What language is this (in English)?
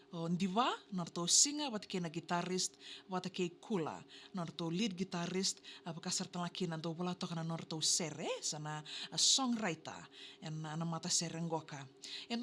Fijian